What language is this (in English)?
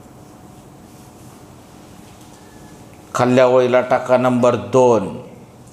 Marathi